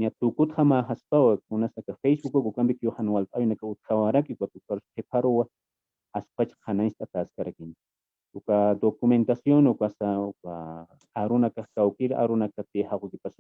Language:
Aymara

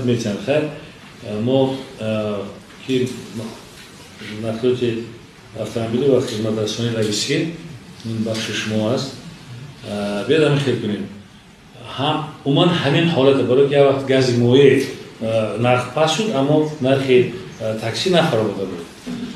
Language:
Tajik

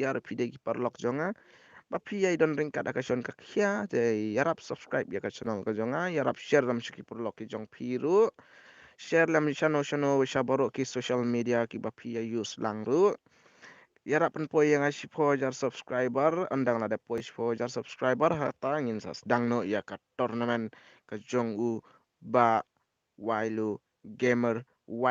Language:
Khasi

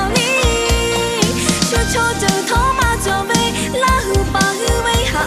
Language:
Lahu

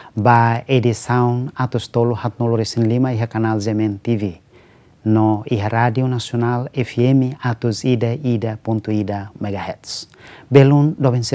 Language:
Tetum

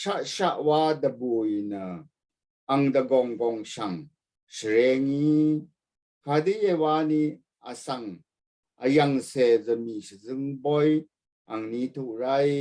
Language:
Rawang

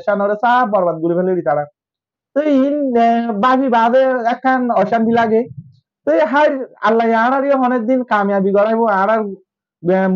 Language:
Rohingya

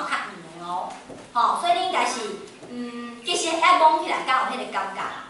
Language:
Min Nan Chinese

